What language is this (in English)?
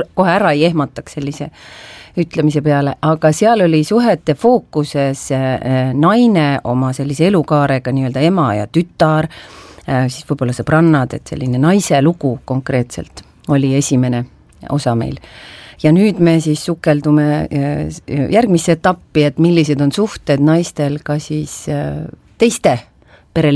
Estonian